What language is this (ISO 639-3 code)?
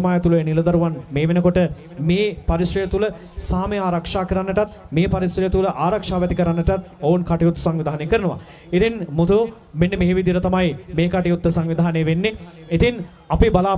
sin